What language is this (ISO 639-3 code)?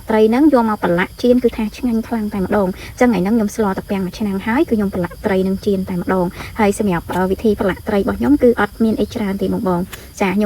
khm